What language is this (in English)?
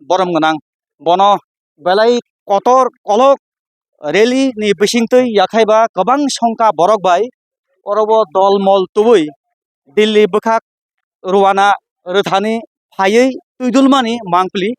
Kok Borok